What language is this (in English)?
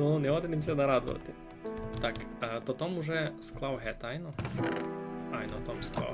Rusyn